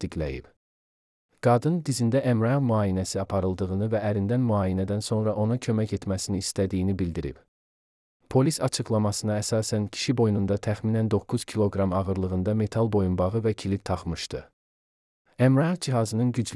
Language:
Azerbaijani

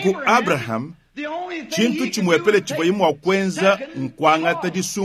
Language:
Luba-Lulua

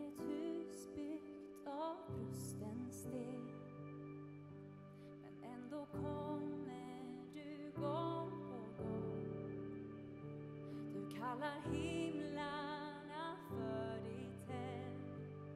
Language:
Swedish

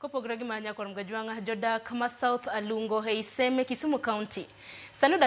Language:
Luo (Kenya and Tanzania)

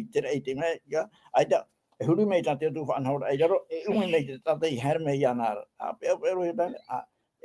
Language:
Tahitian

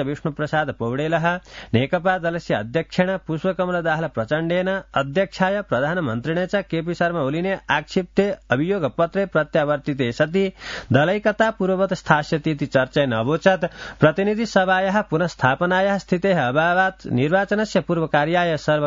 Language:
Sanskrit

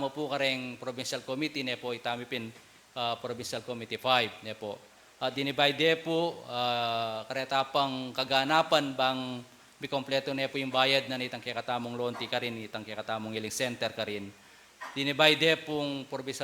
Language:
Pampanga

